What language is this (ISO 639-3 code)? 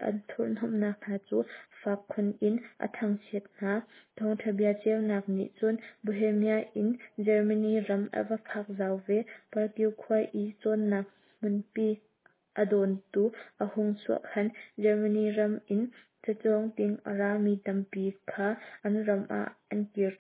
cnh